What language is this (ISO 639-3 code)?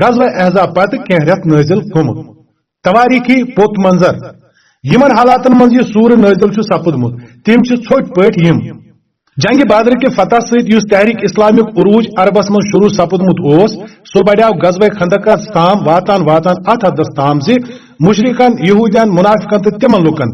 kas